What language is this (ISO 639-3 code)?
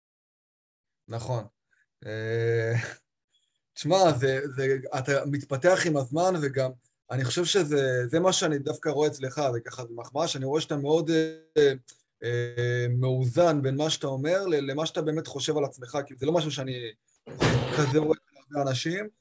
heb